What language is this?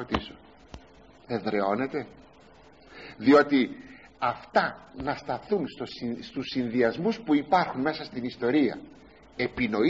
Greek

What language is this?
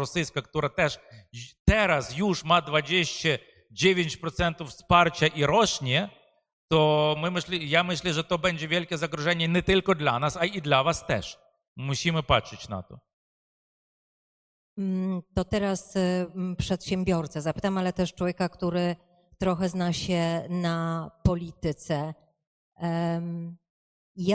Polish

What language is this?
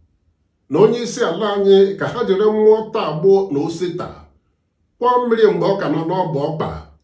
Igbo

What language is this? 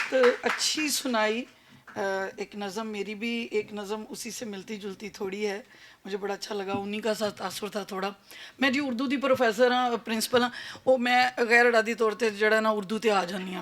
Western Panjabi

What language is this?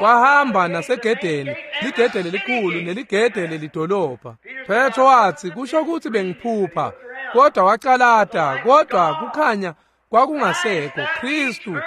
Swati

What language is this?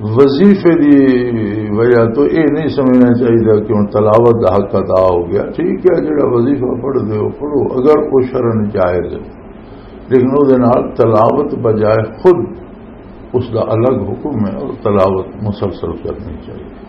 Western Panjabi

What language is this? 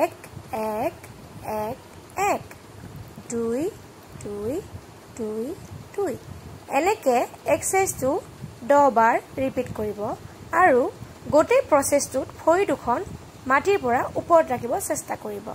Assamese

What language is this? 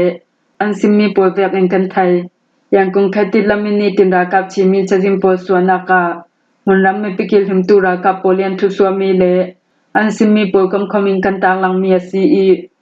Falam Chin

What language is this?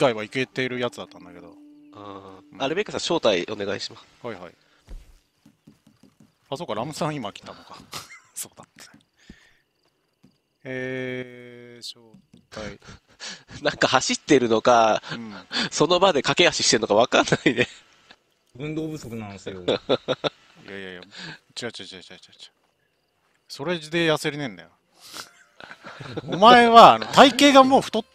Japanese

